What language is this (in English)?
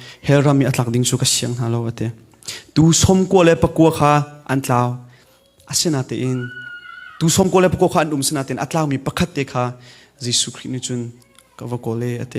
Hakha Chin